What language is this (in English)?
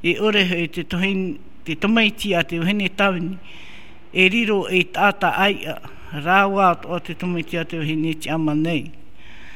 Tahitian